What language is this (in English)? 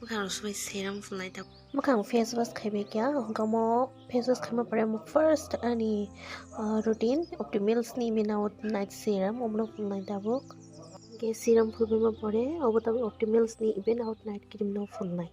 Kok Borok